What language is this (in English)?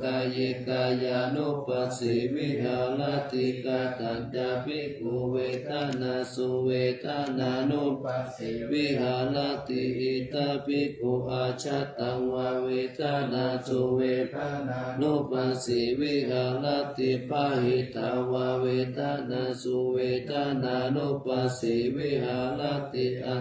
Pali